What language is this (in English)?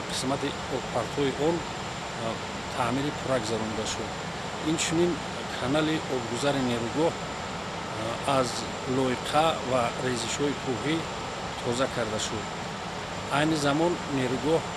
Tajik